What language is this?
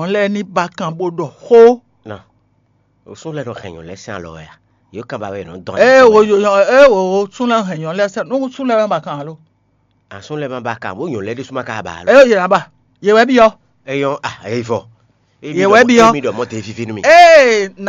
Fon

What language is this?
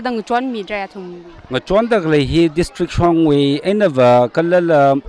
Tangkhul Naga (India)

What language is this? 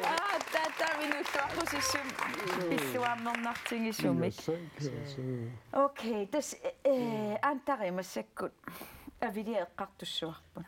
Kalaallisut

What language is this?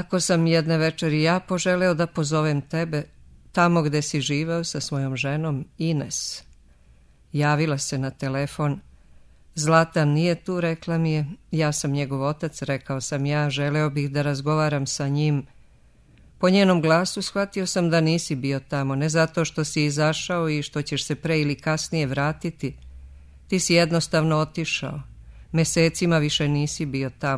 Serbian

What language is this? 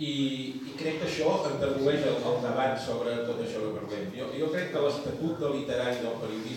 Catalan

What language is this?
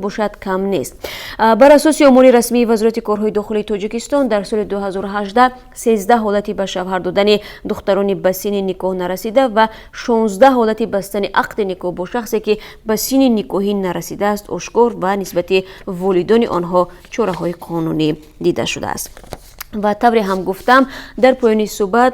Tajik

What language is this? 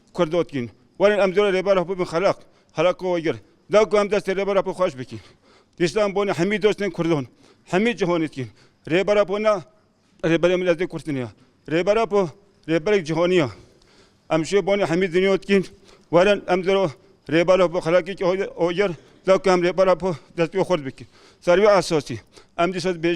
Kurdish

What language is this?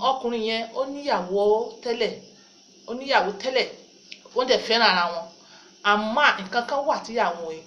Yoruba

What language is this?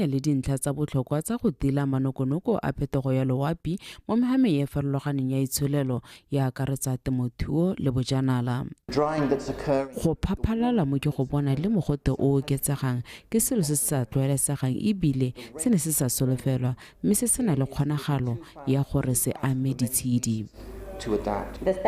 Tswana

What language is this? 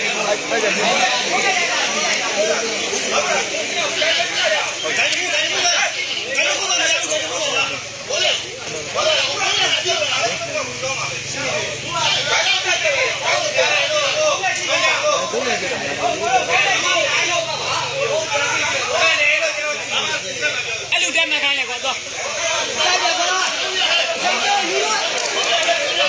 Burmese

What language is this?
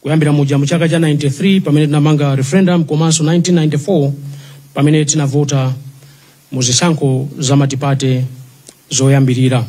Nyanja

